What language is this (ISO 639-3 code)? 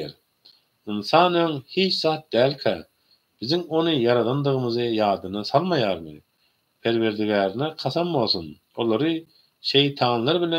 tuk